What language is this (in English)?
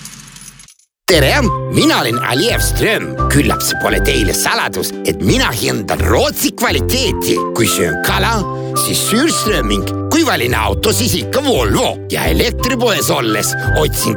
Estonian